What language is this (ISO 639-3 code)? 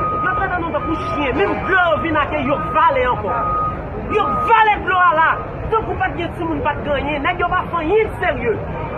hat